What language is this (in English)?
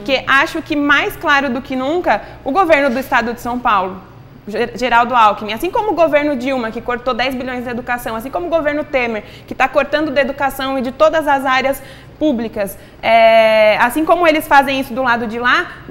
Portuguese